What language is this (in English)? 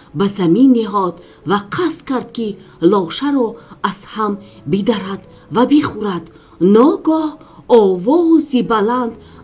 Tajik